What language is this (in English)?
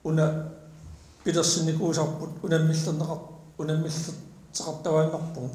Kalaallisut